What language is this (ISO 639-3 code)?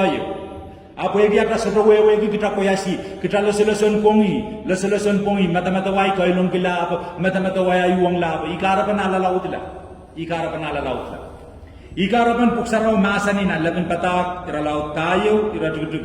pon